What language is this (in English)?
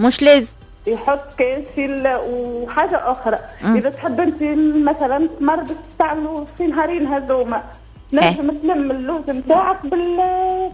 Tunisian Arabic